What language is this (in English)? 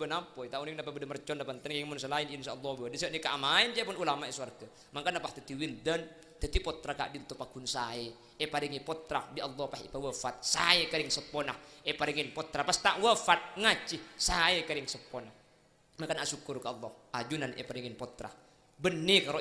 Madurese